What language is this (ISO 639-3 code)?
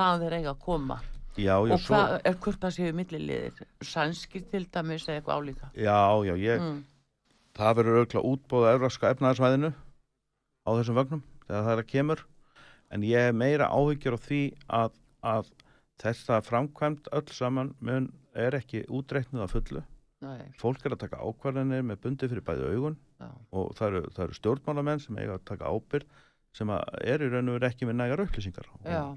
isl